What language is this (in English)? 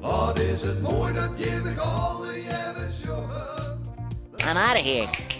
Western Frisian